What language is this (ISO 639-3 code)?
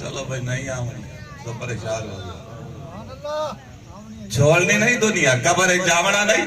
skr